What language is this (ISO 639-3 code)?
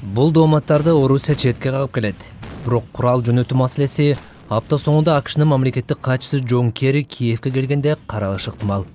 kir